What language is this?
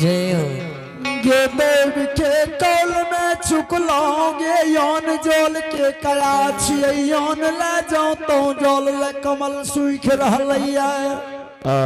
Angika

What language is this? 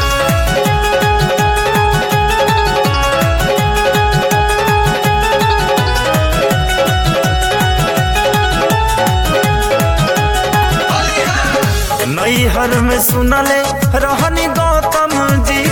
Bhojpuri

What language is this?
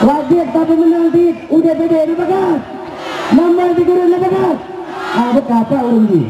Achinese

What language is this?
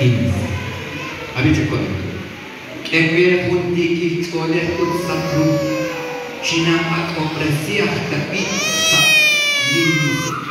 Kekchí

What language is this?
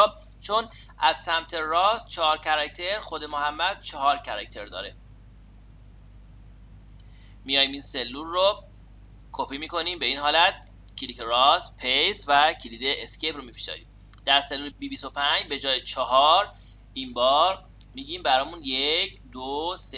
Persian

